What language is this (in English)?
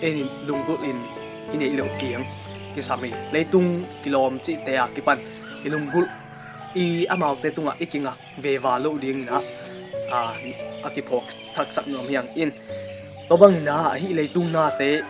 Tedim Chin